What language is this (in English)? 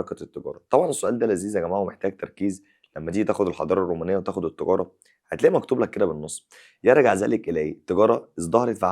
Egyptian Arabic